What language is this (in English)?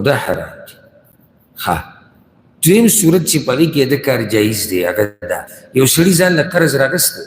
Pashto